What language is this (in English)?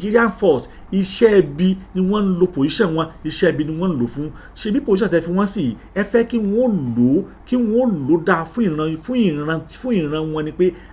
Yoruba